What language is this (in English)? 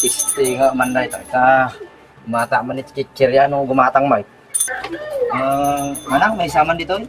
Iloko